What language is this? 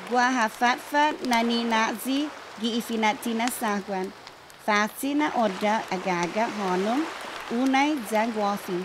Chamorro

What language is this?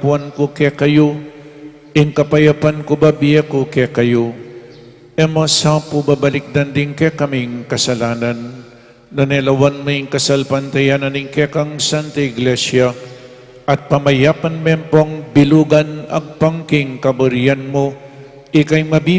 Pampanga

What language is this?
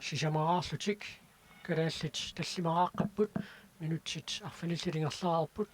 Kalaallisut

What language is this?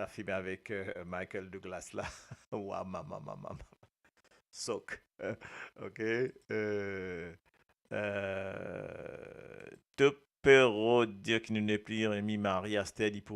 Morisyen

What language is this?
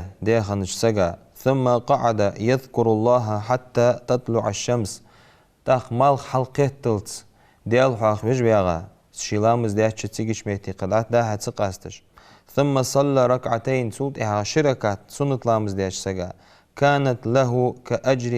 Ingush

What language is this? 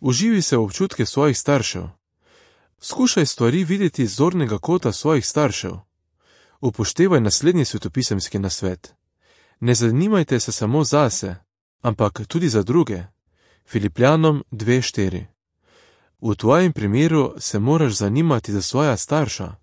Slovenian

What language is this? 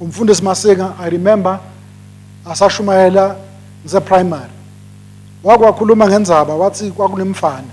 Swati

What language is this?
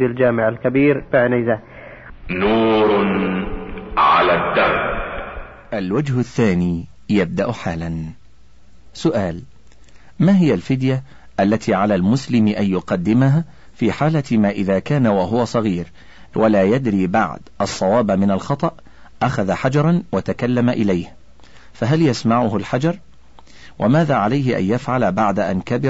Arabic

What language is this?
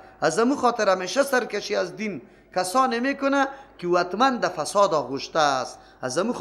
Persian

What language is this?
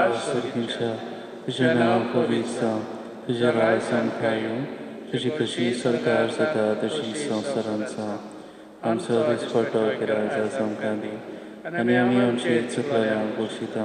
Konkani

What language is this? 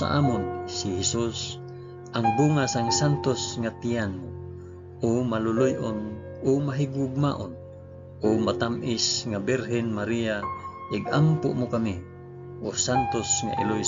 Hiligaynon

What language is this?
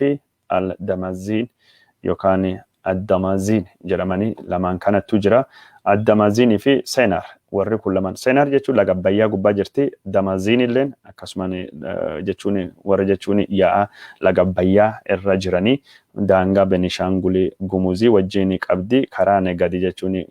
Oromo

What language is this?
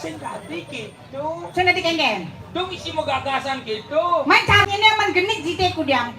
Balinese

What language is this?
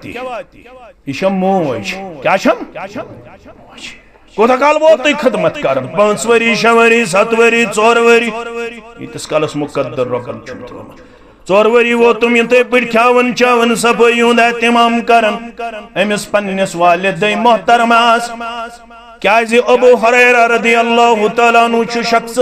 Kashmiri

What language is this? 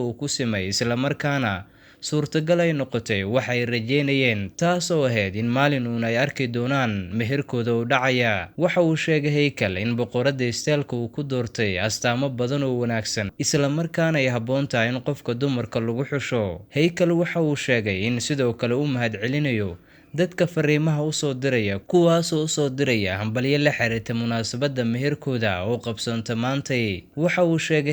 Somali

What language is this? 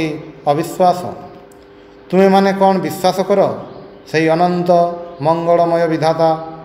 Odia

